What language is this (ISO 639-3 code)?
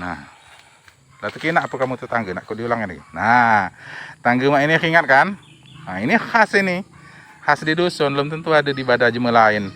mui